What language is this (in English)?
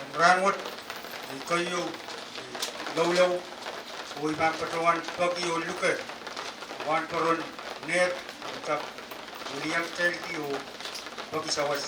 Pohnpeian